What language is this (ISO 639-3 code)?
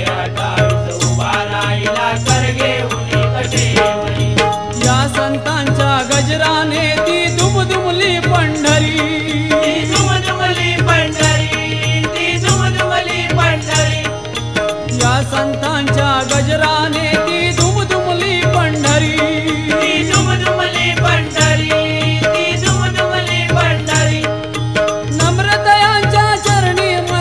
mar